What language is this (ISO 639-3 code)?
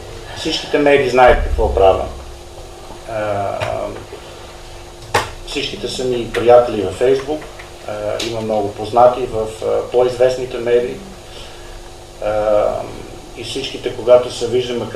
bul